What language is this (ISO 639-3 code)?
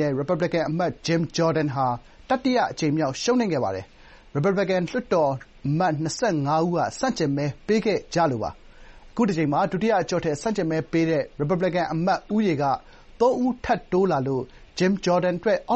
mya